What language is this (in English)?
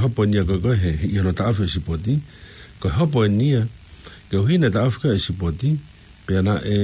Tongan